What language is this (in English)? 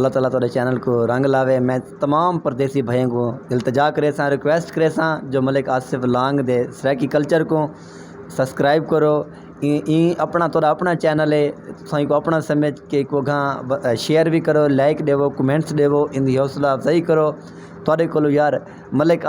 Saraiki